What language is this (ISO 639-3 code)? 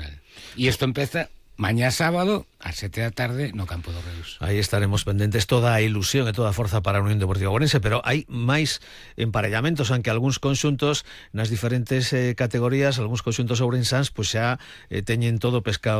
glg